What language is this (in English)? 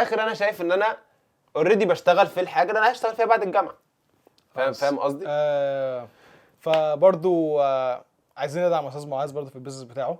Egyptian Arabic